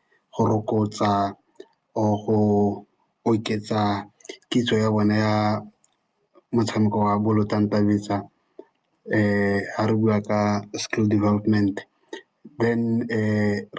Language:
Tswana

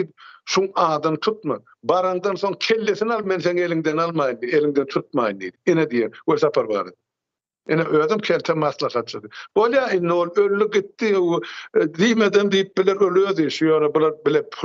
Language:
Turkmen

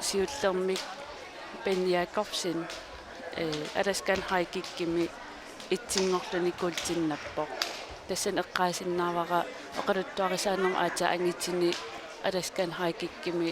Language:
Kalaallisut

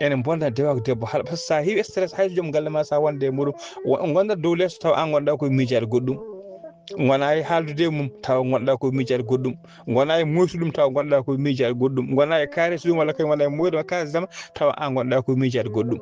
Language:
Fula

